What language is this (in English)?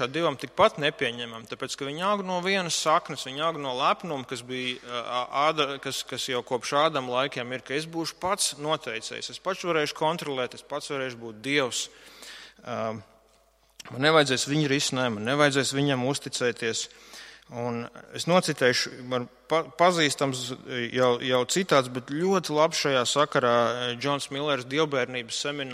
Latvian